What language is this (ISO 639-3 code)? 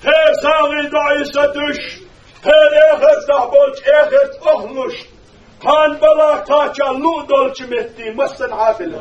che